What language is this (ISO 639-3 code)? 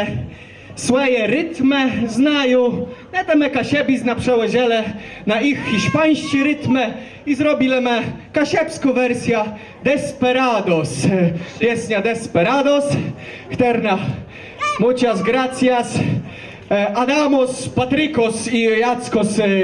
csb